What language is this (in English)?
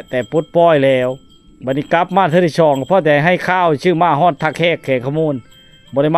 Lao